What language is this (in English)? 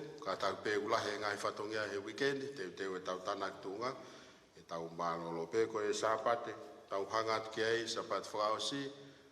Tongan